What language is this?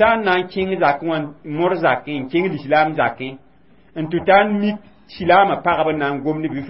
Mossi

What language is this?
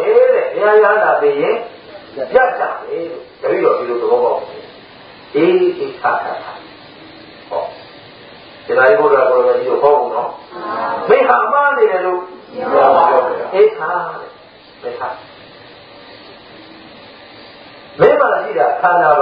Burmese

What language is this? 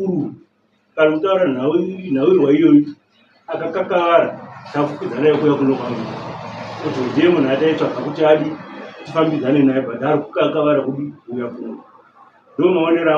Shona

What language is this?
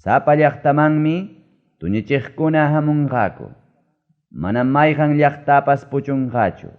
Ayacucho Quechua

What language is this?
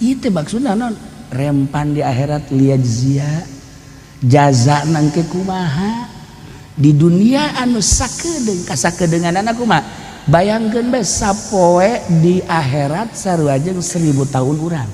Sundanese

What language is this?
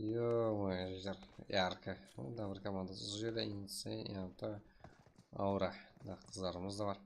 Kara-Kalpak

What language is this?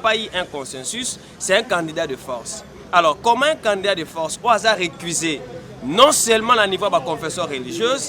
Lingala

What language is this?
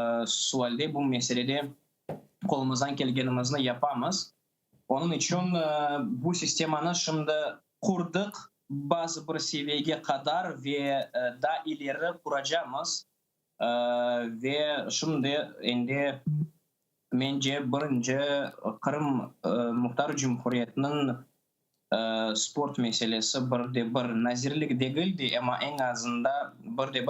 Crimean Tatar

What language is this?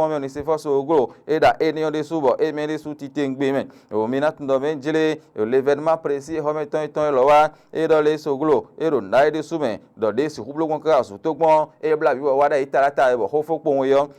Fon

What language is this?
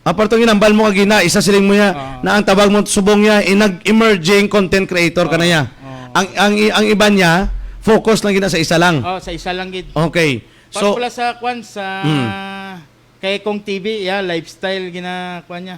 Hiligaynon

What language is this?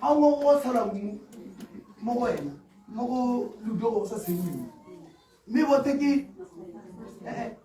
Tswana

